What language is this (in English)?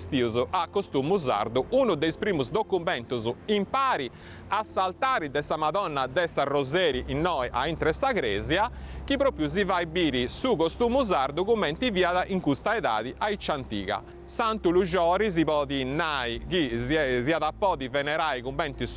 Sardinian